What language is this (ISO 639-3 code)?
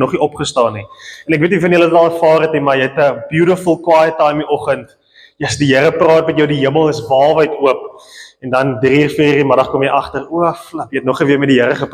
afr